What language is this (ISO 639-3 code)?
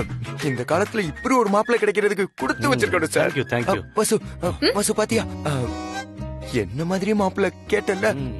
tam